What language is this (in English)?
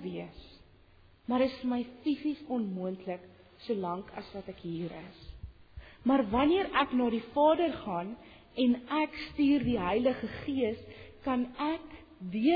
Afrikaans